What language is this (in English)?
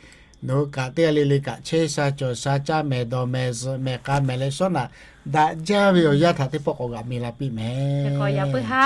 Lahu